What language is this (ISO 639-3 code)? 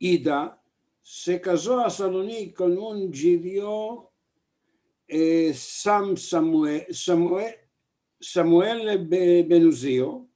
lad